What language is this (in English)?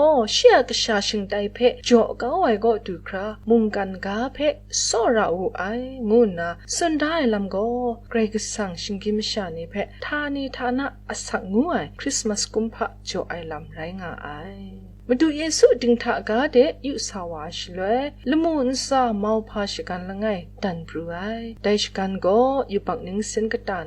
Kachin